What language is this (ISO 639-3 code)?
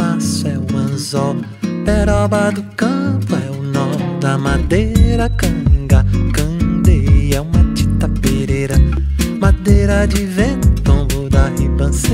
por